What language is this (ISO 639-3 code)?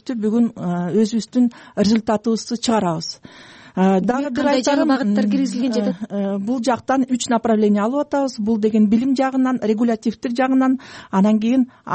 kir